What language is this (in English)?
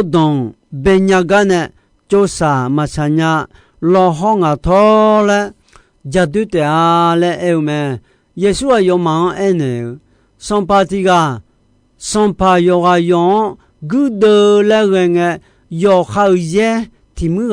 Akha